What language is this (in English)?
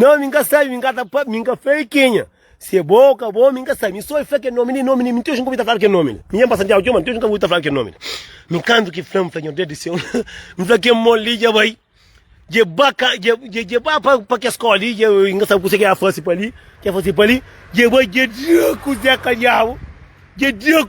Kabuverdianu